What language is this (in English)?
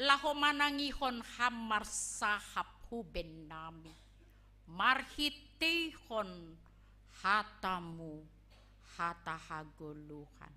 Batak Simalungun